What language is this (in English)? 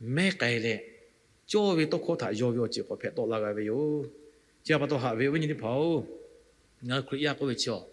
Lahu